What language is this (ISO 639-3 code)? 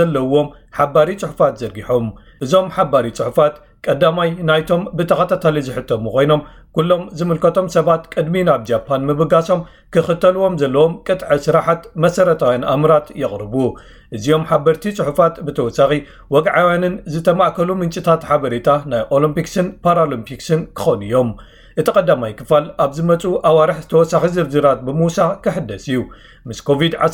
tir